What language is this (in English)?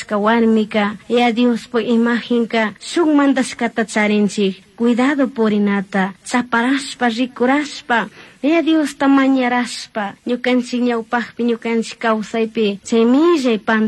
Chimborazo Highland Quichua